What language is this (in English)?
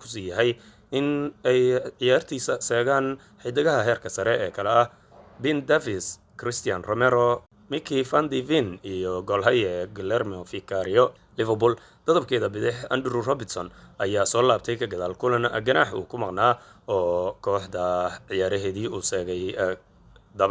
Somali